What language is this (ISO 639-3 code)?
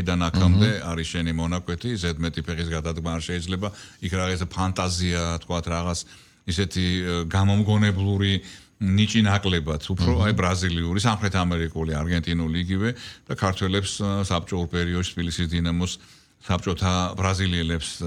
kat